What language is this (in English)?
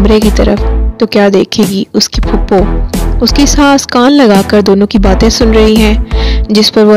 Hindi